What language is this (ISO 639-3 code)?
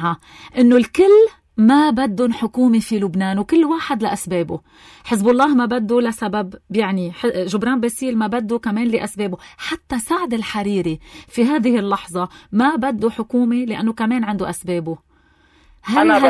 apc